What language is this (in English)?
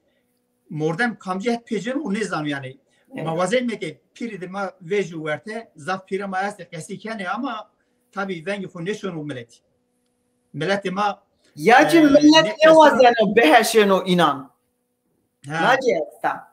Zaza